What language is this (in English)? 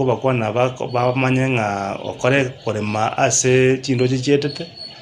Gusii